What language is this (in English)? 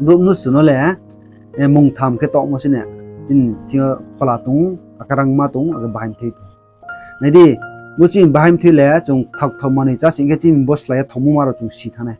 Riang (India)